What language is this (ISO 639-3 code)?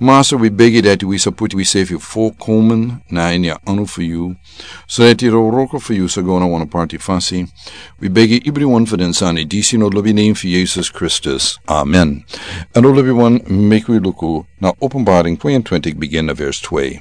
srn